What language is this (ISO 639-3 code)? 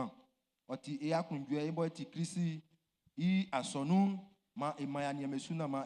bci